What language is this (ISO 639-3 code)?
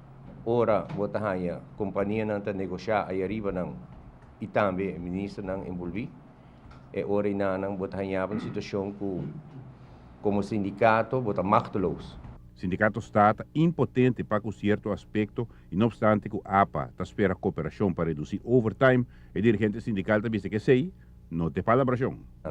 pap